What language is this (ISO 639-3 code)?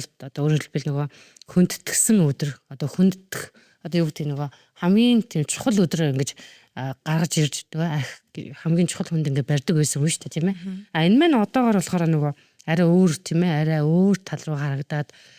mon